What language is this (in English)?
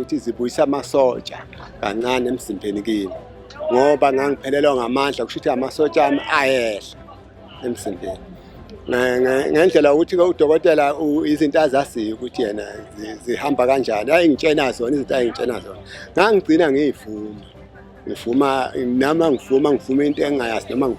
Zulu